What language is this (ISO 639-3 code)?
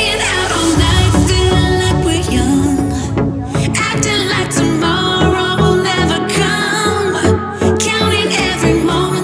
eng